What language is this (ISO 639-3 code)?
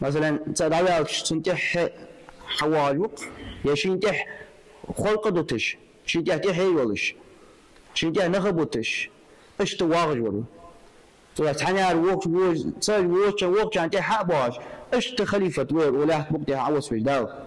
inh